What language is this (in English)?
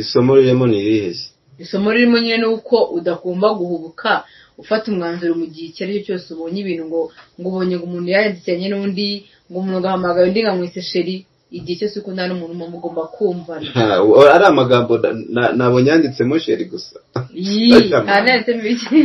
Kinyarwanda